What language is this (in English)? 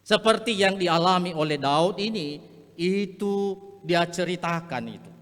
Nias